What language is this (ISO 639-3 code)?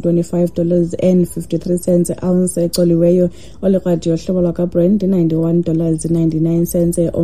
xho